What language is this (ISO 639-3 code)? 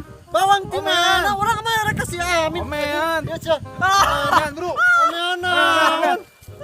sun